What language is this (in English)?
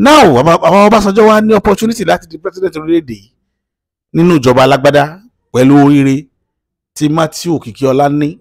Yoruba